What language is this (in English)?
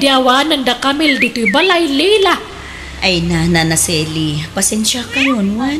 Iloko